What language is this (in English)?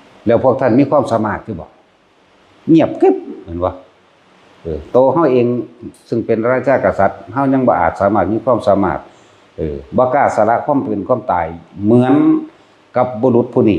Northeastern Thai